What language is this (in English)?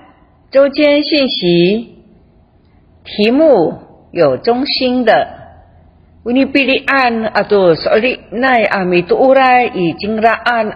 Amis